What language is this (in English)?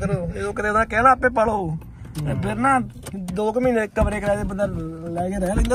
Punjabi